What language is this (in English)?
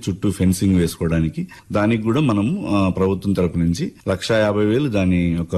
Telugu